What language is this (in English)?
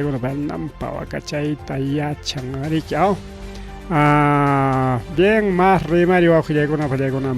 Ayacucho Quechua